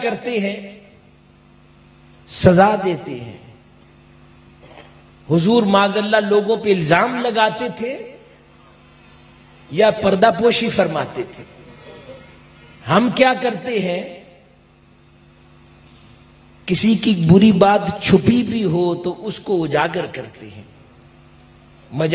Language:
Urdu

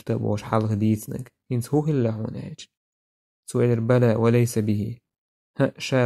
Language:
Chechen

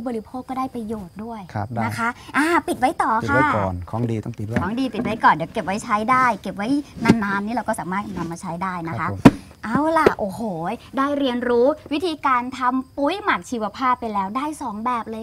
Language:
Thai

